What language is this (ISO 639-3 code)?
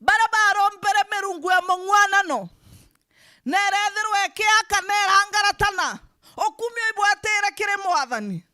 mer